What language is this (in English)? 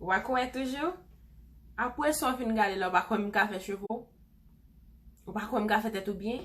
Haitian Creole